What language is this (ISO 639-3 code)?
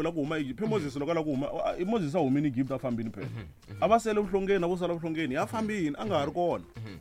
tso